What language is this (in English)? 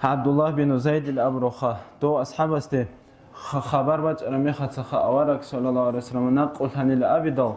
Avaric